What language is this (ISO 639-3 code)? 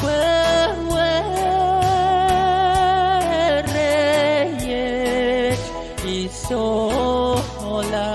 pon